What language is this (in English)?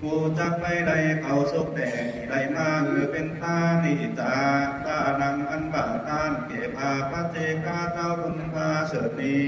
Lü